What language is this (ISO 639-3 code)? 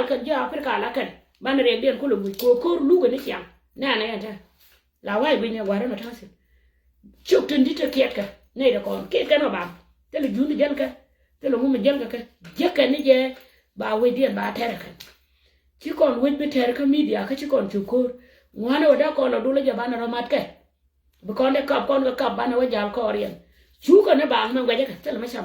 nus